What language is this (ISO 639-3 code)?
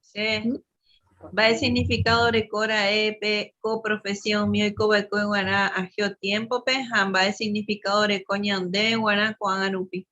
grn